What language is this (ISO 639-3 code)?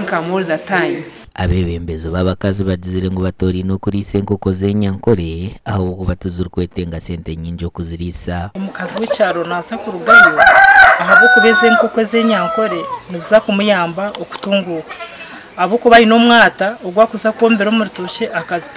nyn